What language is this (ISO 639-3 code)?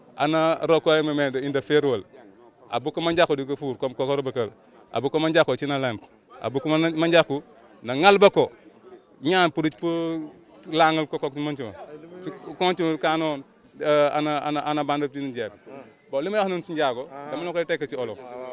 wol